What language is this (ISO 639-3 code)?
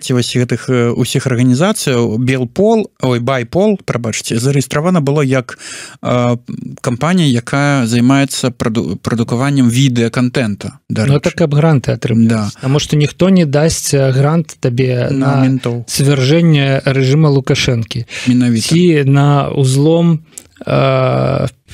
bel